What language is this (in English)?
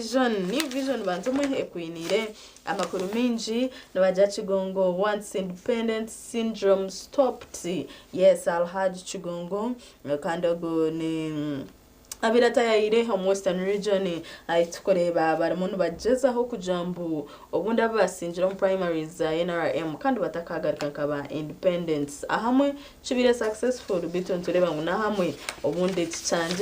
Nyankole